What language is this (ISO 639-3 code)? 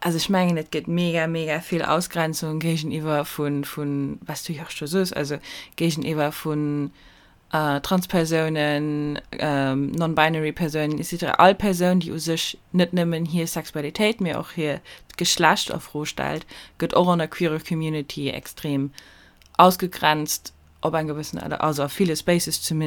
ltz